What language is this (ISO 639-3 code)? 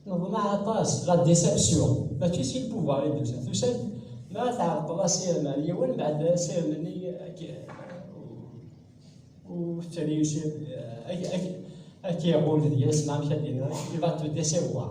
kab